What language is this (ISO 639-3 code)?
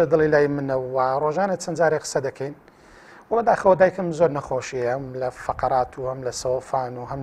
ckb